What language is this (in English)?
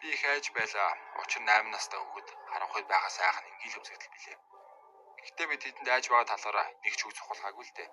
Mongolian